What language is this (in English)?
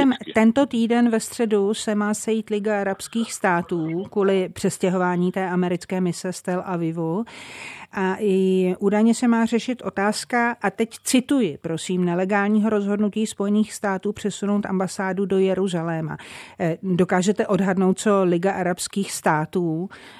Czech